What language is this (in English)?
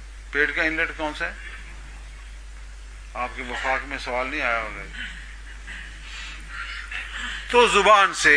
Urdu